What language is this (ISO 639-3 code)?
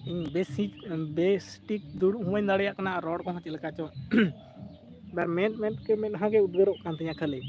sat